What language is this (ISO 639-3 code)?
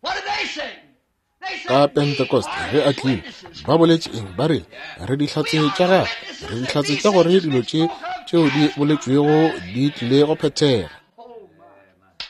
nso